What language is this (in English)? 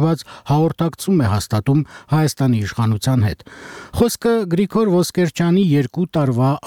Armenian